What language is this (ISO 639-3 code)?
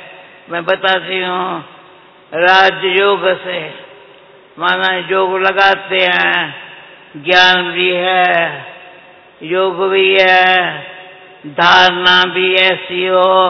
hin